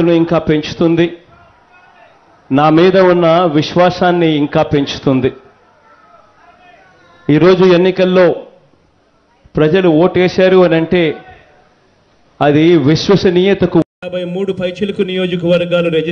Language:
Telugu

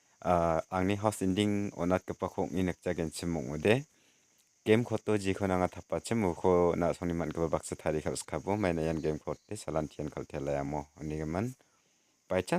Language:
Garo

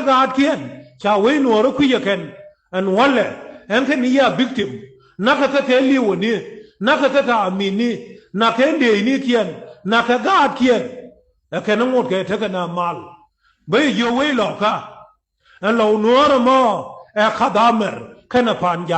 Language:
Nuer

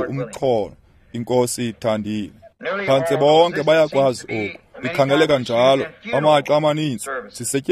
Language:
Xhosa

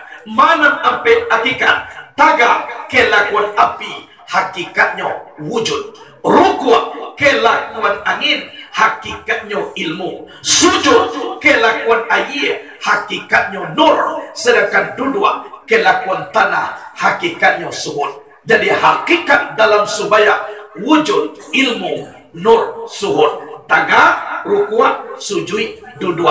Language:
Minangkabau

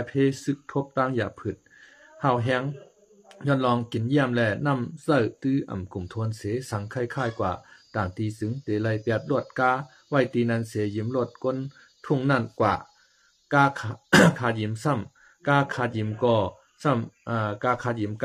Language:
Shan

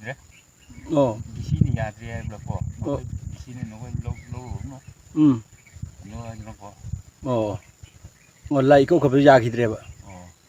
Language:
Manipuri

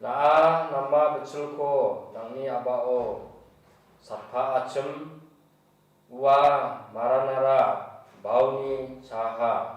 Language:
Garo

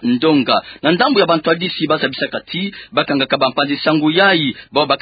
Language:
Kituba (Democratic Republic of Congo)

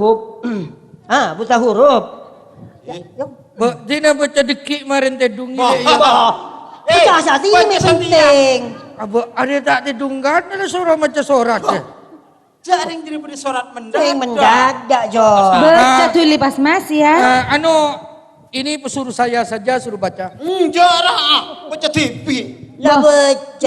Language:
Madurese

